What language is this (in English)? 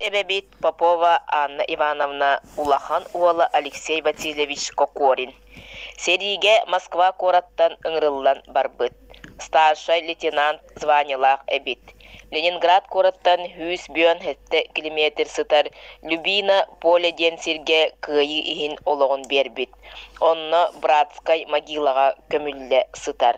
Yakut